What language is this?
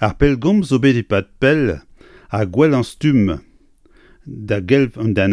Breton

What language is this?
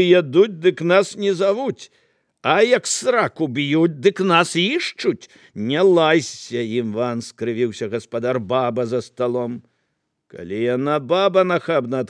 Belarusian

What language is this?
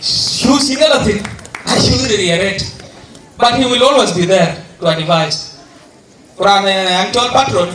Dinka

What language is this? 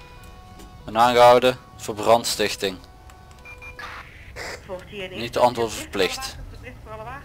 Dutch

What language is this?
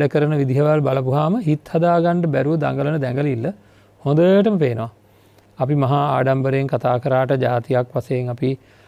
Sinhala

